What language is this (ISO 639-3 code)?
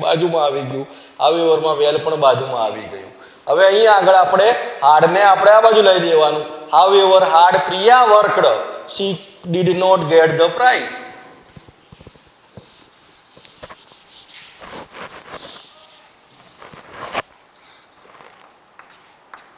guj